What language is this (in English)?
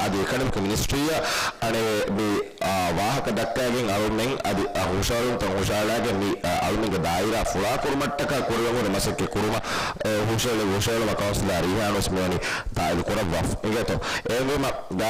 Divehi